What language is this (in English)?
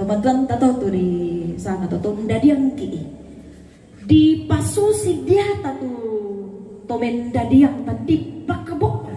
Toraja-Sa'dan